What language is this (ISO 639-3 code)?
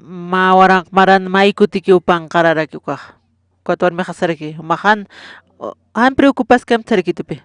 aym